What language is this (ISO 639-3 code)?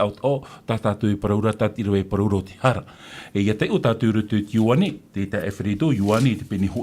tah